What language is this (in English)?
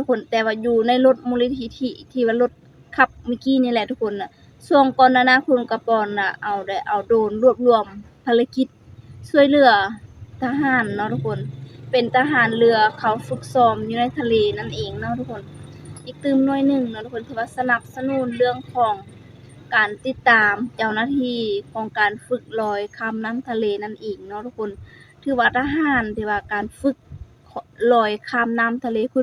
Lao